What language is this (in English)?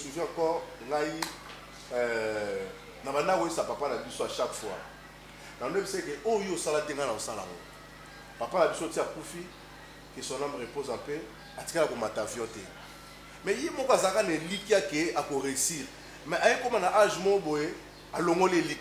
Lingala